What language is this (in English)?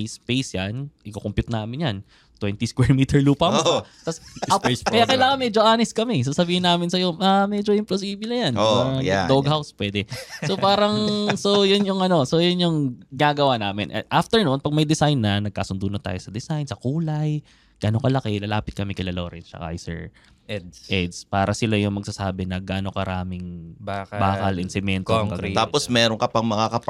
Filipino